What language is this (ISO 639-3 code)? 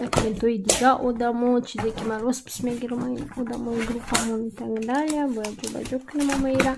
tgk